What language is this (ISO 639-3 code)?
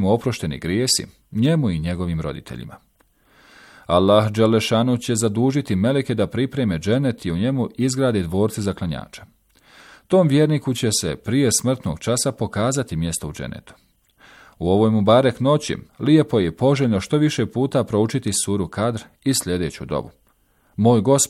bos